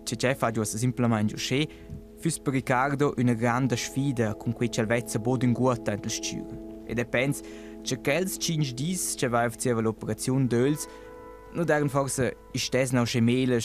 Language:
Romansh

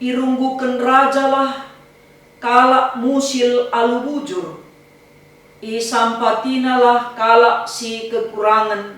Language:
Batak Karo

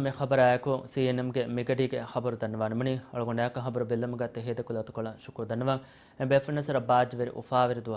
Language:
Divehi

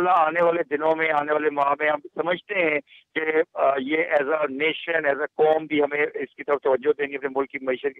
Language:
Urdu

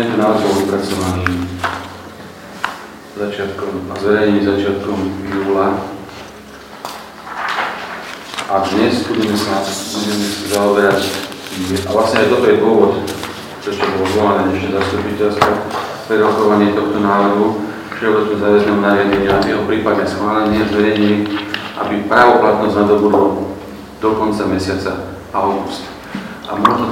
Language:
Slovak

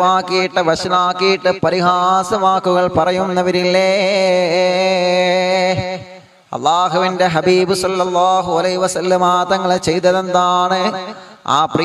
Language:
Malayalam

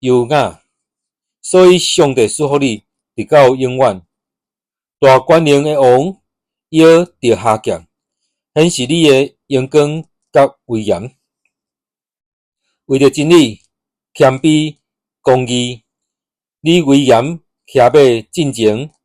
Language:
Min Nan Chinese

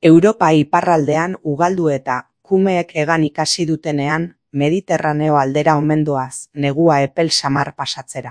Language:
Basque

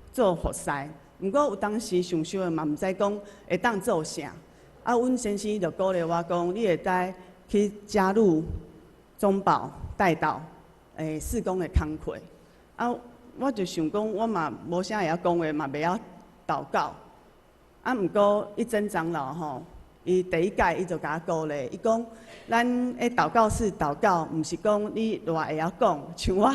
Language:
Min Nan Chinese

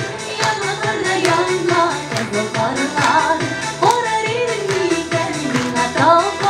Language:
Tatar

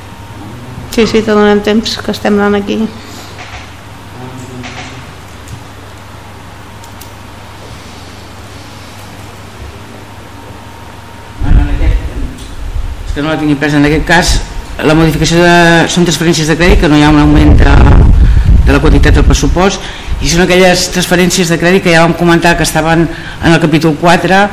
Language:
Catalan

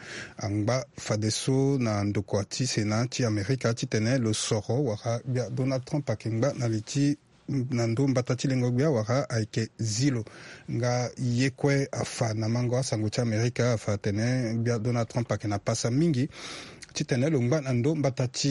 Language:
Sango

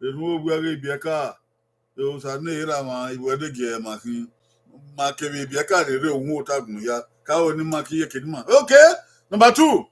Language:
Bini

